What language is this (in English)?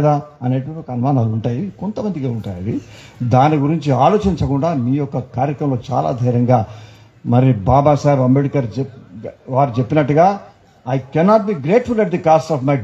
Telugu